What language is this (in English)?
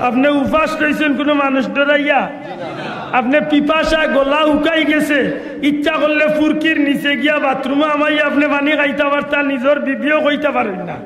Sylheti